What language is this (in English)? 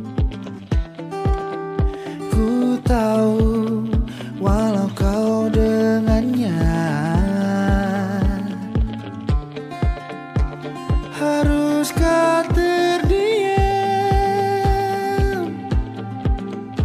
Indonesian